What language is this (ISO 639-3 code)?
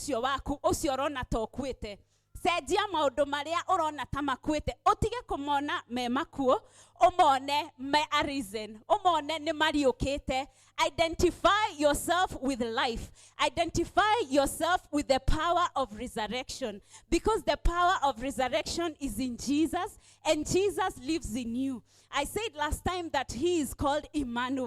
kik